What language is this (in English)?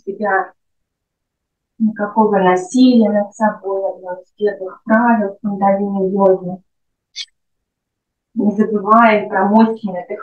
Russian